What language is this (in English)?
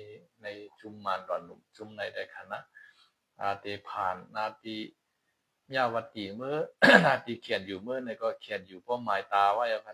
Shan